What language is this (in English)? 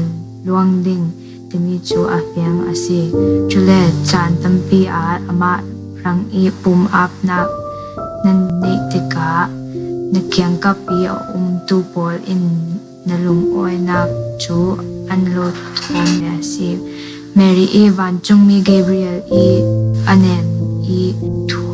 Falam Chin